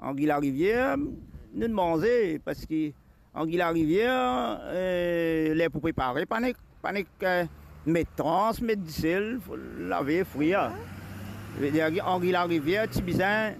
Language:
Morisyen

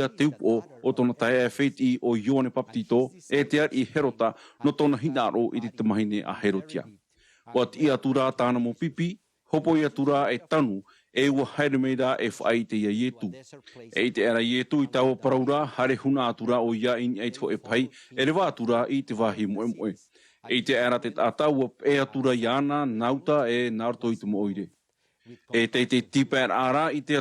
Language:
Tahitian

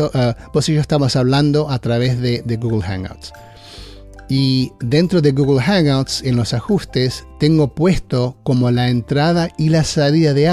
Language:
Spanish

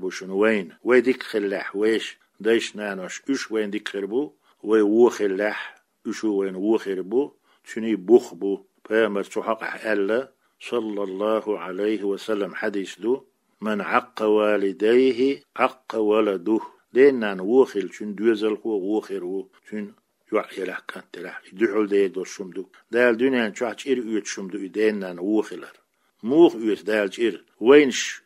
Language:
Chechen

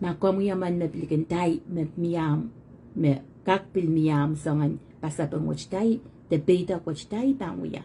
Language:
Pohnpeian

